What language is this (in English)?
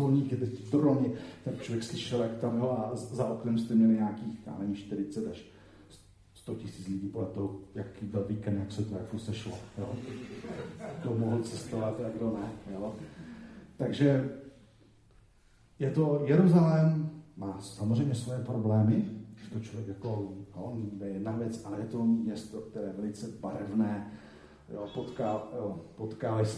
Czech